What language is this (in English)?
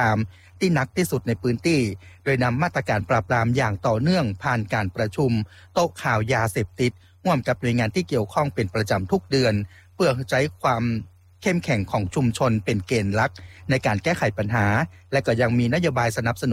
Thai